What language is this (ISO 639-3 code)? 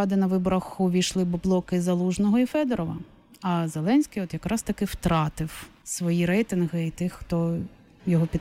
ukr